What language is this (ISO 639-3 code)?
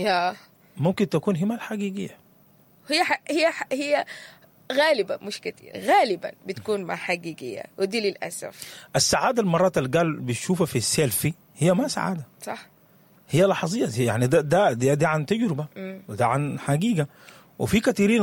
apd